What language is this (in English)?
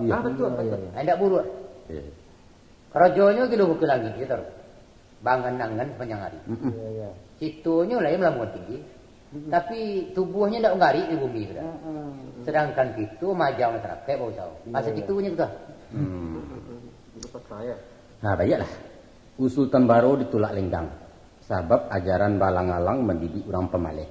Minangkabau